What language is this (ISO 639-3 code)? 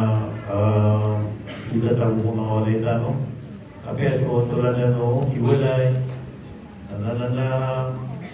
mrw